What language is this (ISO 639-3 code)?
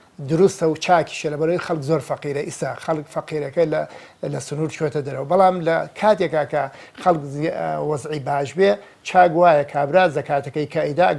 ckb